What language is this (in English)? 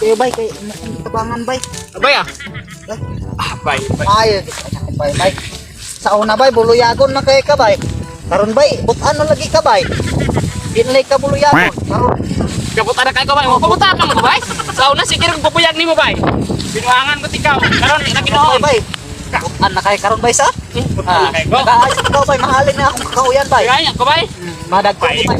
Cebuano